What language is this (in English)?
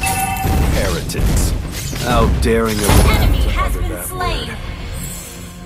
English